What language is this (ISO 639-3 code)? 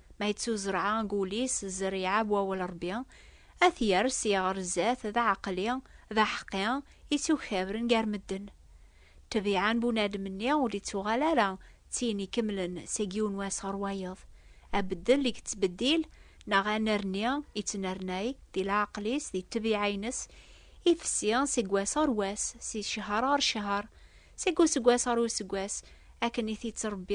kab